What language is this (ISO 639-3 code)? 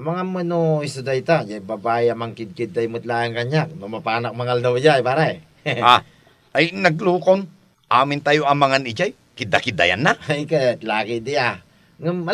ilo